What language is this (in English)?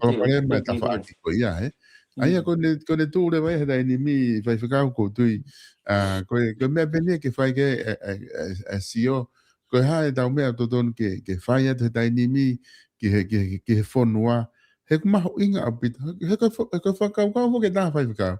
Tongan